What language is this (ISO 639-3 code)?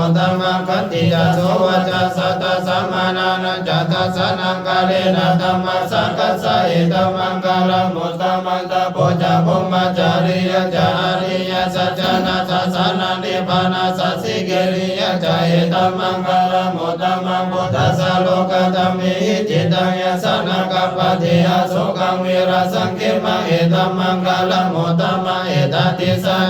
pli